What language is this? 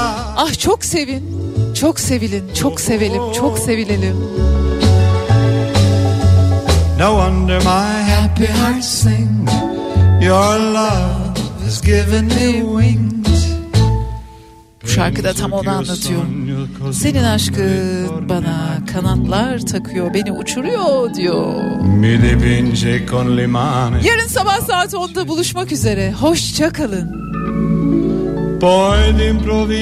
Turkish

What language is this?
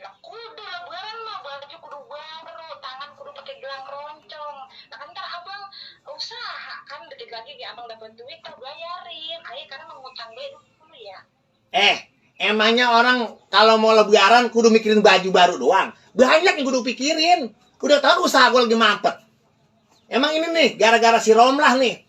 Betawi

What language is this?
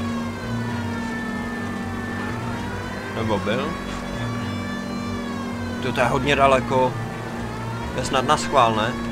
Czech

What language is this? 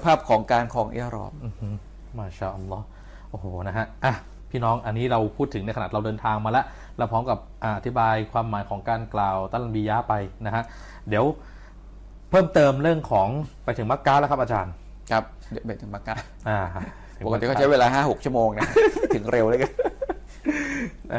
Thai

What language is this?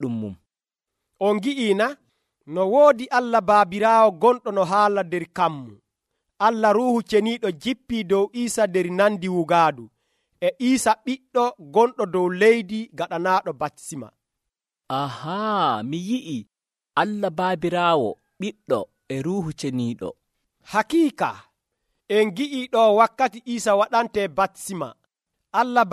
Nigerian Fulfulde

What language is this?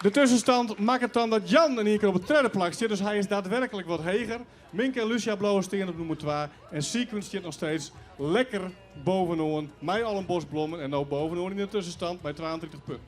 Western Frisian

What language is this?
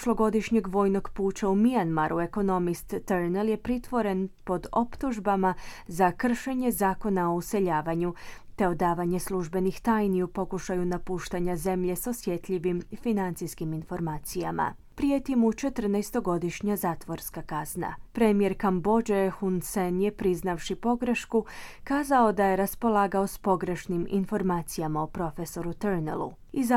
Croatian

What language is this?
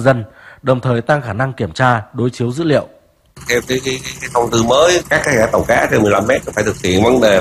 Vietnamese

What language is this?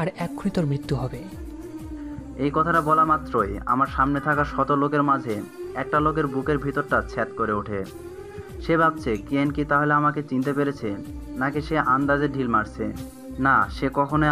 Bangla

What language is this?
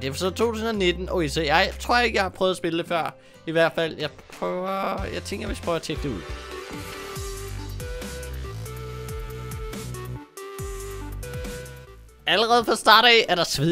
Danish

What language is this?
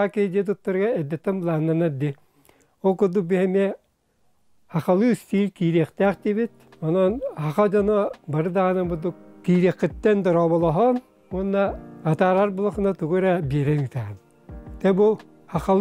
Yakut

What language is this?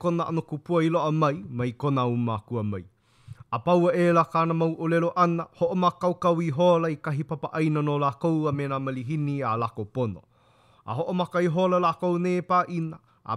Hawaiian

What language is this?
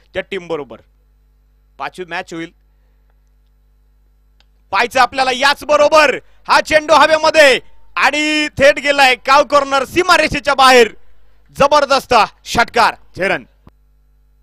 Marathi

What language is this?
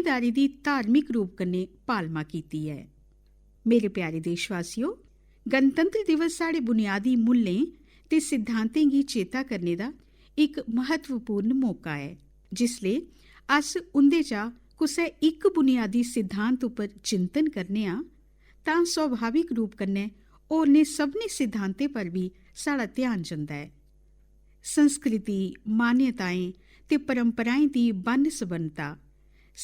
Dogri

